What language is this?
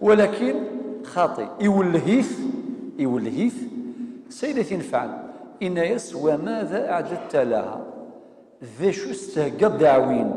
Kabyle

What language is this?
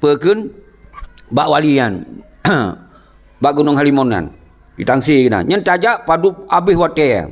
Achinese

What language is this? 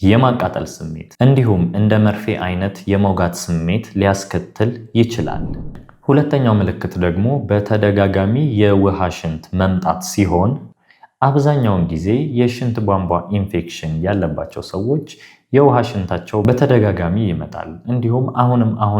Amharic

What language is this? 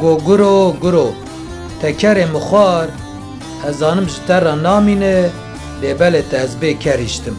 Kurdish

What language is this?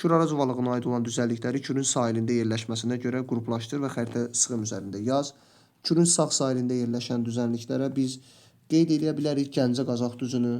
Azerbaijani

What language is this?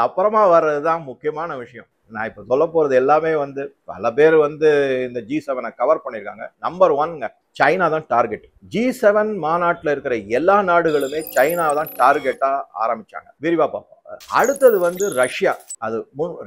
Tamil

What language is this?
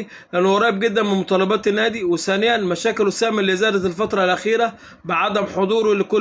Egyptian Arabic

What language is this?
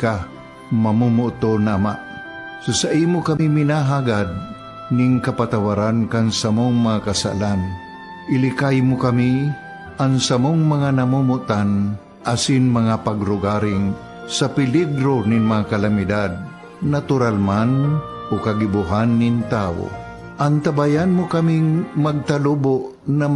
Bikol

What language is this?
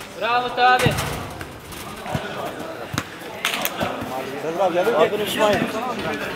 Turkish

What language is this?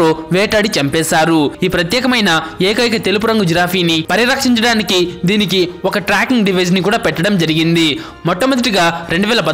Telugu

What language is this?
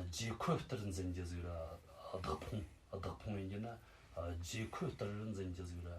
Tibetan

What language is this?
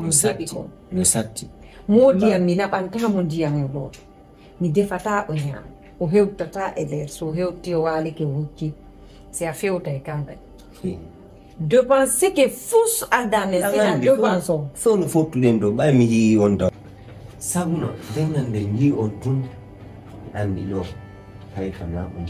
Fula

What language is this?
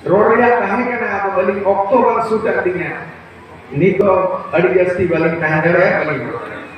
Santali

